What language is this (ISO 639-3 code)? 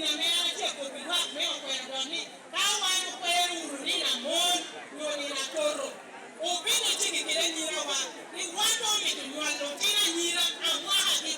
laj